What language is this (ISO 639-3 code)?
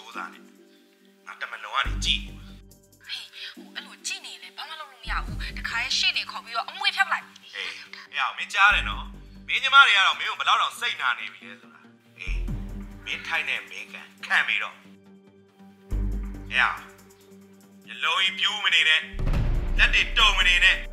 mya